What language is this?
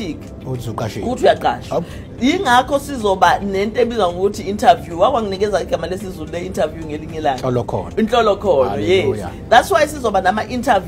Zulu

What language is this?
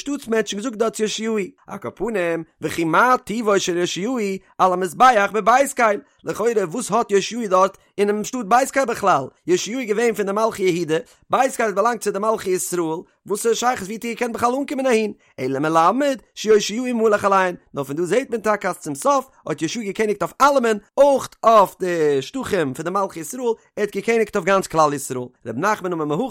Yiddish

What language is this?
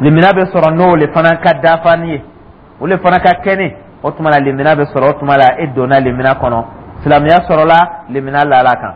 Dyula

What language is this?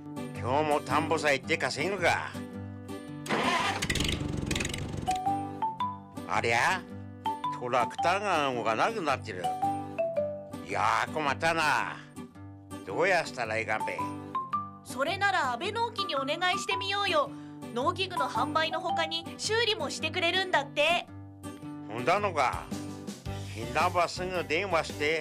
Japanese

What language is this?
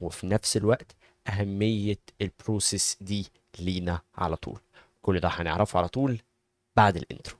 Egyptian Arabic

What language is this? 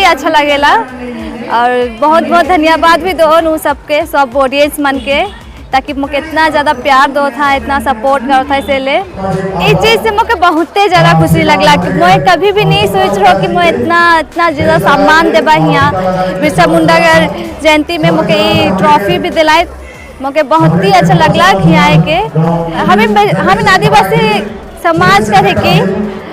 Sadri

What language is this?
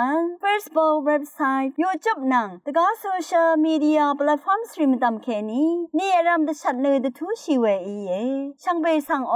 Rawang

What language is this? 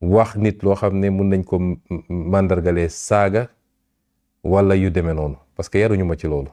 Wolof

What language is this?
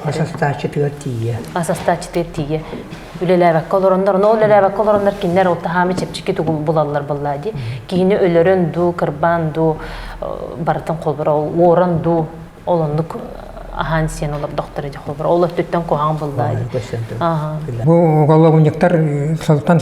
Yakut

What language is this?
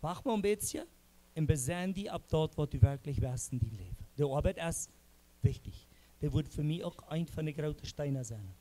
Plautdietsch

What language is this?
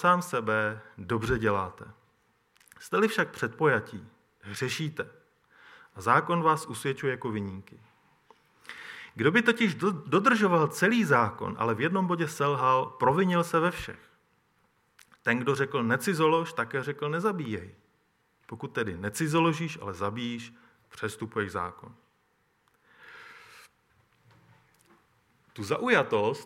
Czech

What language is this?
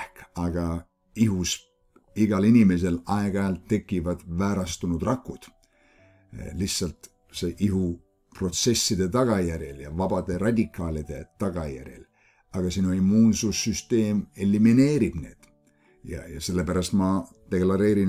Estonian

